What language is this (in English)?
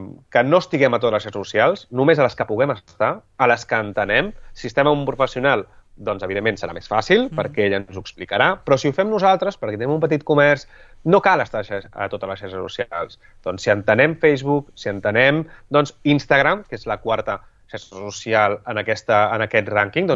Catalan